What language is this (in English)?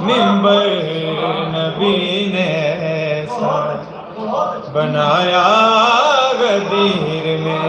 Saraiki